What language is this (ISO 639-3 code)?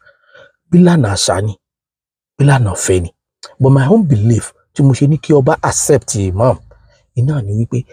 yor